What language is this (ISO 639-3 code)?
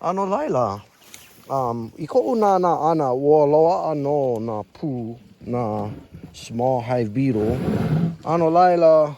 haw